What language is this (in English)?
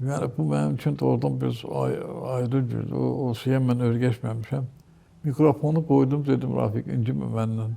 Azerbaijani